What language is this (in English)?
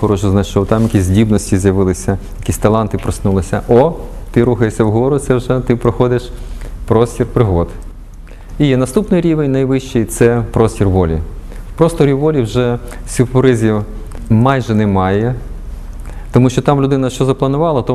Ukrainian